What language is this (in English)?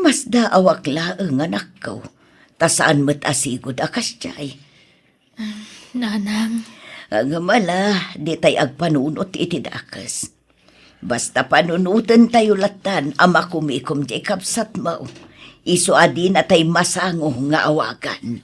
Iloko